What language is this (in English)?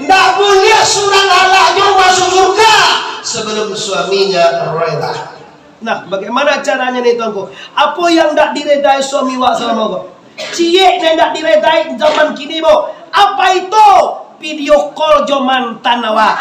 Minangkabau